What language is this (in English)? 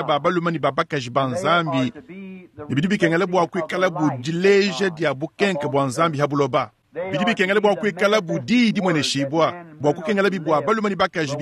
Luba-Lulua